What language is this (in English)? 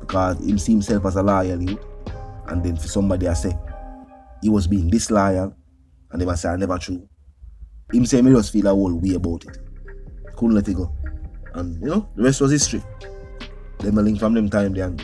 Jamaican Creole English